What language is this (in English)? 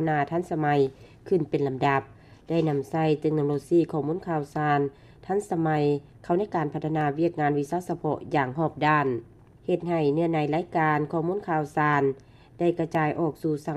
Lao